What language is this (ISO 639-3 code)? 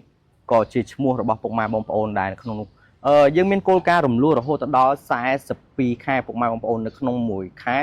khm